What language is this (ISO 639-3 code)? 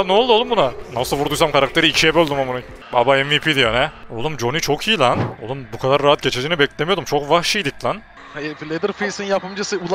tur